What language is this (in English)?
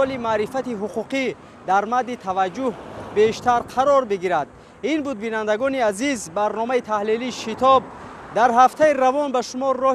Tajik